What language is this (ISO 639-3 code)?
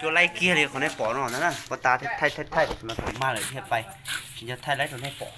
hmn